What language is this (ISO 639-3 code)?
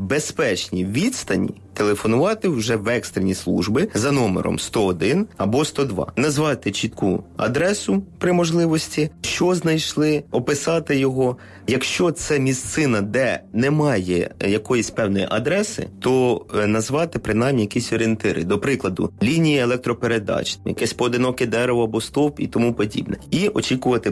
ukr